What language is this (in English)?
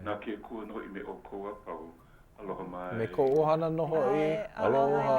Hawaiian